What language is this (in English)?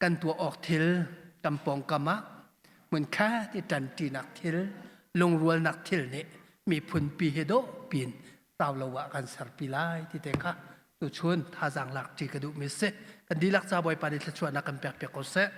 Hakha Chin